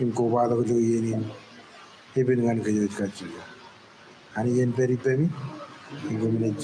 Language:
Marshallese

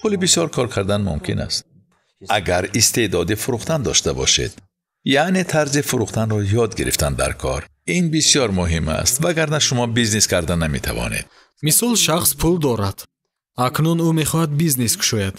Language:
Tajik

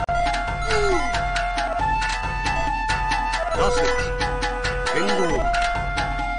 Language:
Japanese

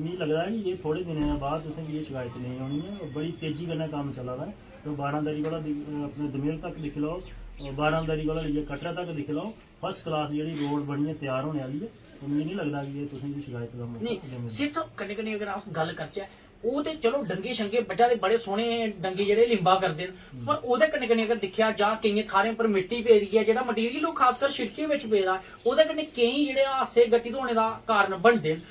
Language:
Dogri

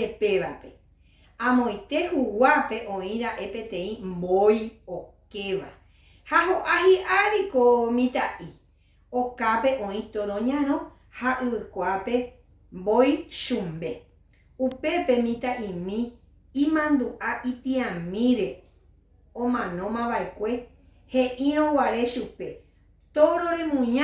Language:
Guarani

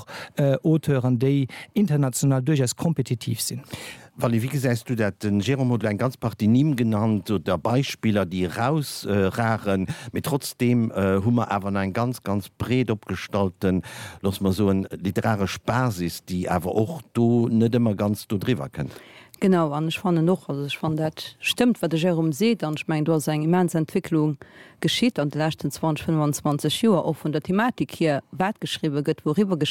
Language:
Luxembourgish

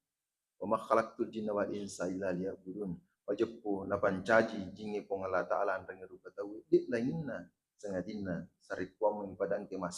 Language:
Buginese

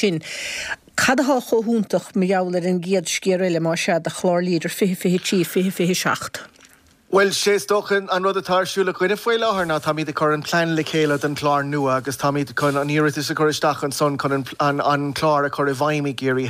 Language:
Irish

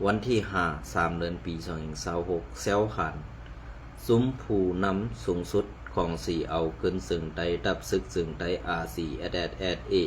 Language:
Shan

